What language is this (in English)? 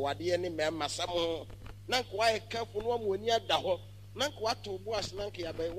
Akan